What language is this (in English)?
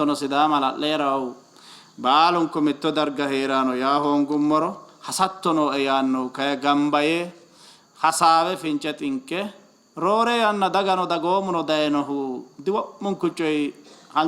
Sidamo